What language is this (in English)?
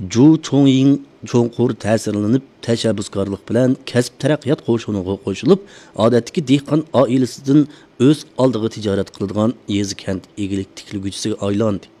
Uyghur